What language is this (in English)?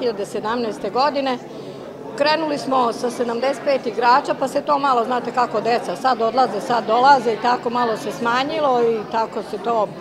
Serbian